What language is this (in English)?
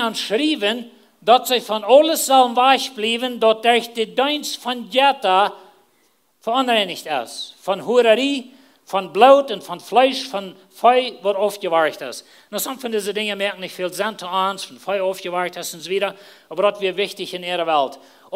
Plautdietsch